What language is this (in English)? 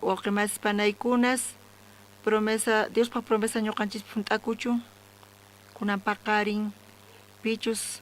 South Bolivian Quechua